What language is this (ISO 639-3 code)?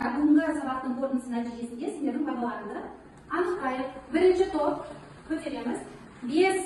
kaz